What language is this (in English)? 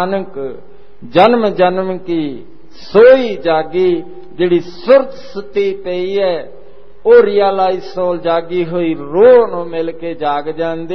Punjabi